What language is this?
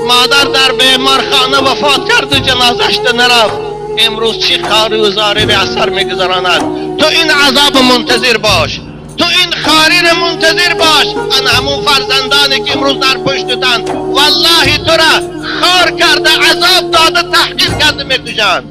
Tajik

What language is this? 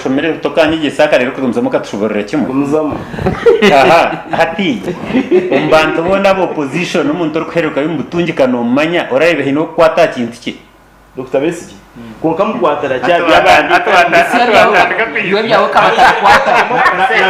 Nyankole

